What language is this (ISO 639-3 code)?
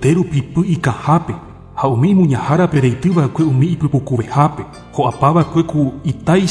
grn